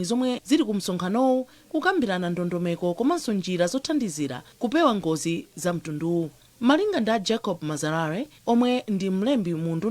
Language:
Nyanja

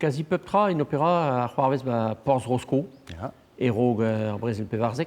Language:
Breton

